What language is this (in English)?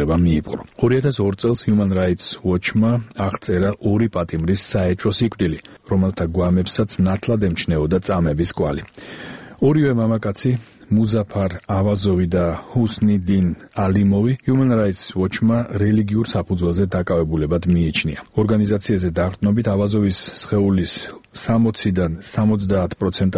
Georgian